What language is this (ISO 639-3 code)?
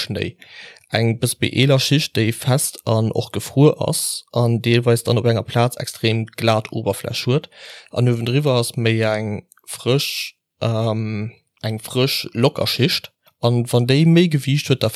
ltz